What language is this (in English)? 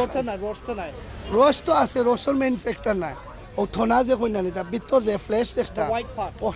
Sylheti